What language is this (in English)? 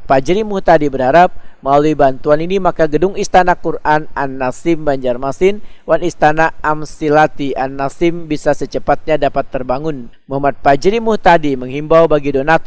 Banjar